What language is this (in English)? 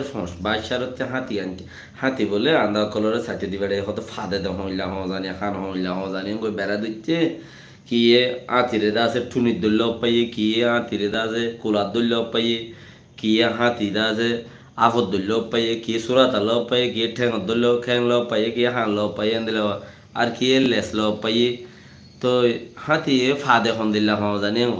Rohingya